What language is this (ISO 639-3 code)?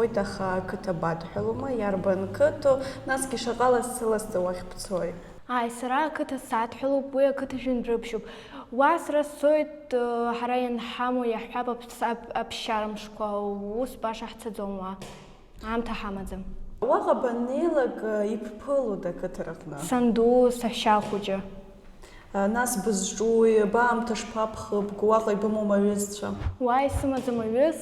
abk